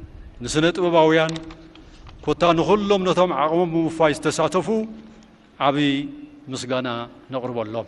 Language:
Tigrinya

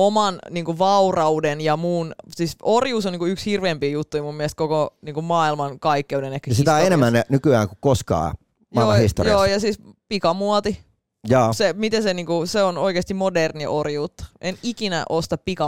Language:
Finnish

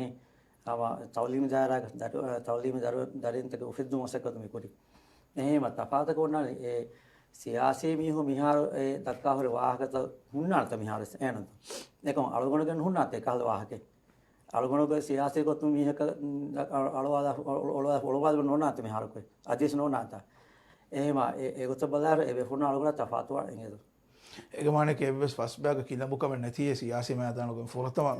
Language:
Divehi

